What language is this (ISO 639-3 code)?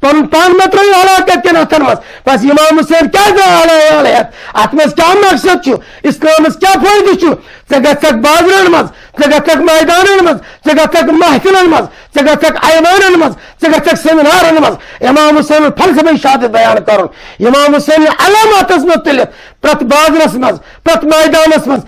kas